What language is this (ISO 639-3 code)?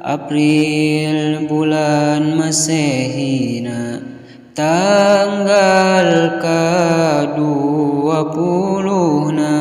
sun